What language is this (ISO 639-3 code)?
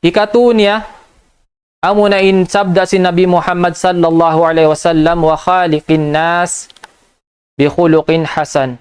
tsg